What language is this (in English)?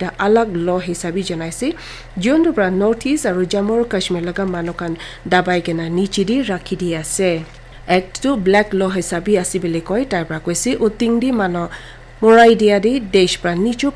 Naga Pidgin